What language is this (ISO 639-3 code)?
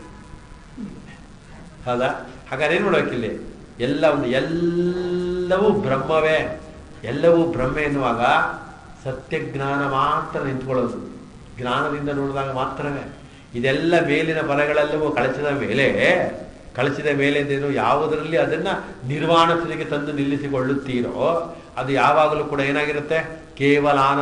kan